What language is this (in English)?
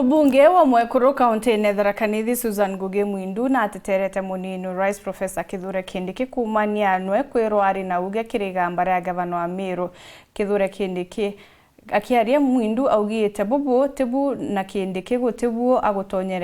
Meru